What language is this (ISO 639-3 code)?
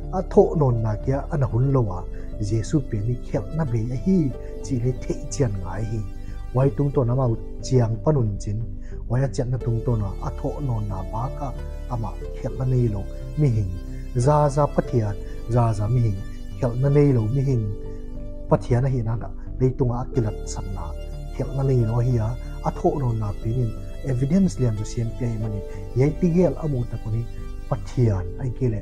pck